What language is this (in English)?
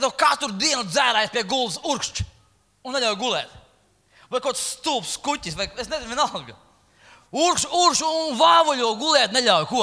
Latvian